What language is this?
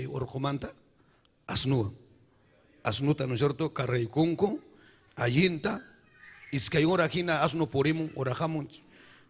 Ayacucho Quechua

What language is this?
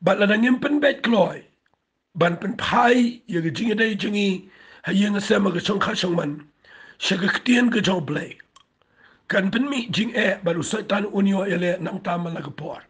Khasi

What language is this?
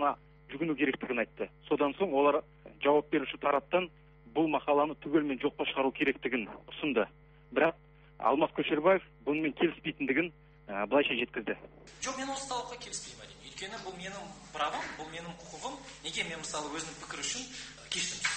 Kazakh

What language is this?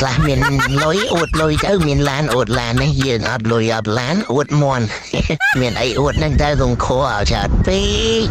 Khmer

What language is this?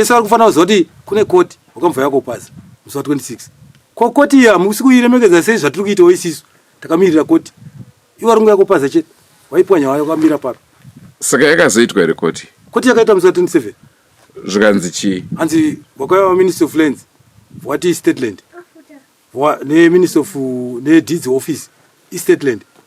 Shona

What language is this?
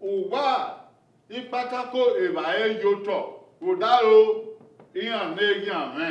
Bini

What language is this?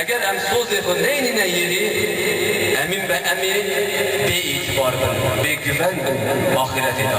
Kurdish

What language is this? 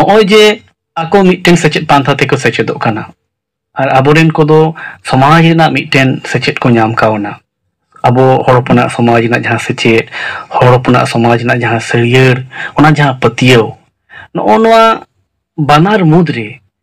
Santali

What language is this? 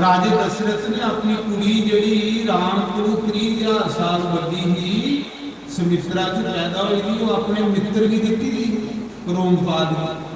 Dogri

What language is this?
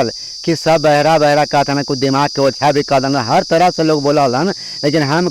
Magahi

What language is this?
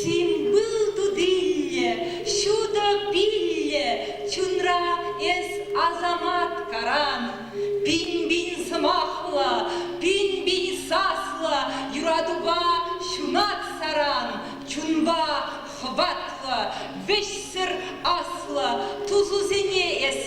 Chuvash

